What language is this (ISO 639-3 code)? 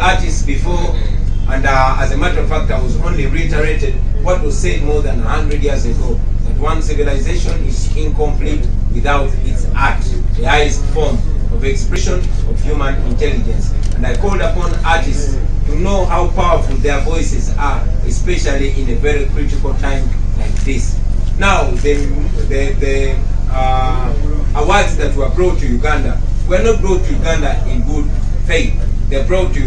eng